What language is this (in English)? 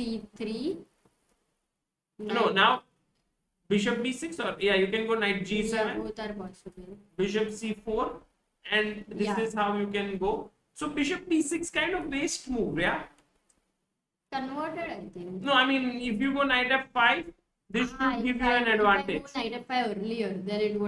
English